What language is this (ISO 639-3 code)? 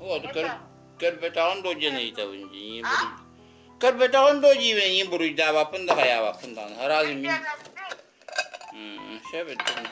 sah